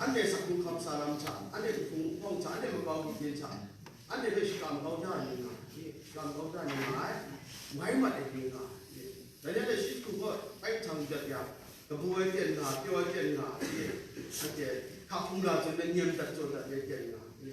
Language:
Kachin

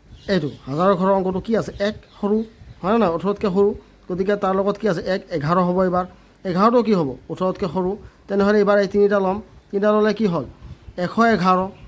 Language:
Assamese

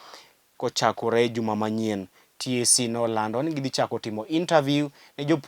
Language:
Luo (Kenya and Tanzania)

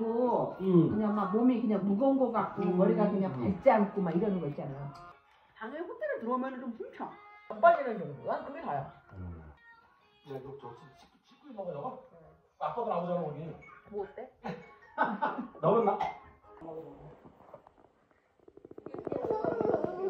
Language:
Korean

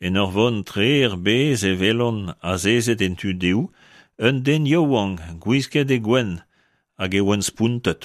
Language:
Breton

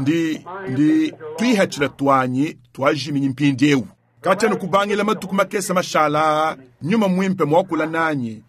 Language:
Luba-Lulua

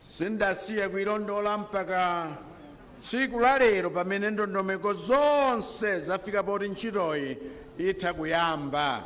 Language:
Nyanja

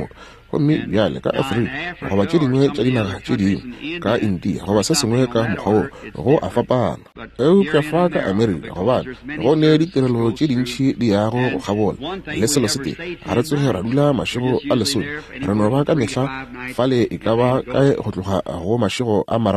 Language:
Northern Sotho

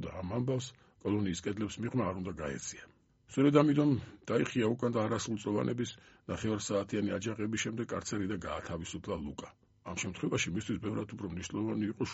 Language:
Georgian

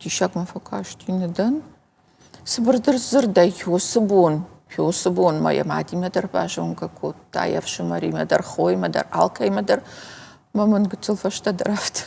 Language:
Ossetic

